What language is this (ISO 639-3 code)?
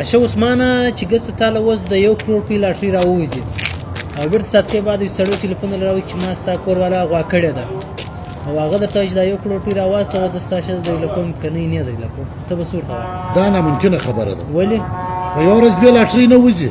pus